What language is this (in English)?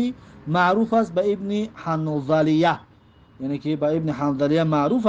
Tajik